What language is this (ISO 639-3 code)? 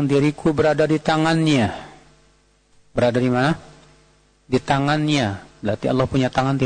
ind